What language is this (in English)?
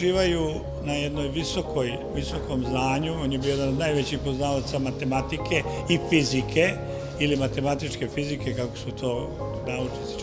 Serbian